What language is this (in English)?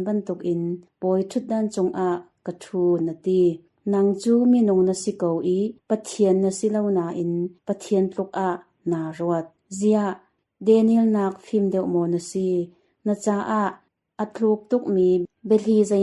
Hakha Chin